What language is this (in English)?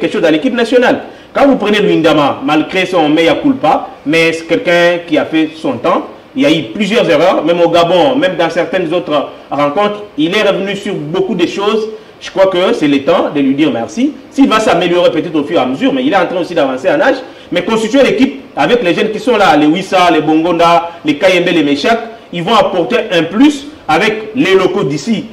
French